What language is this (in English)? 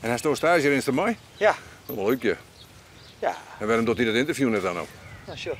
Western Frisian